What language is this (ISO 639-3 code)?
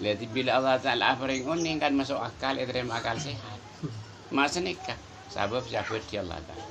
mad